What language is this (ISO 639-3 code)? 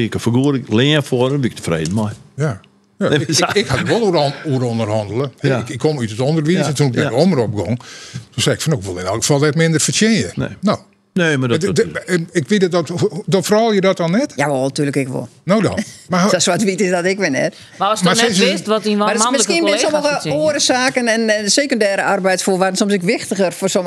fry